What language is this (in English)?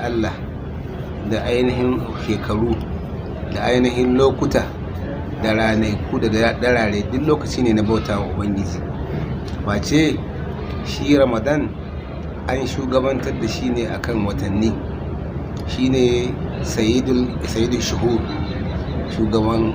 Hausa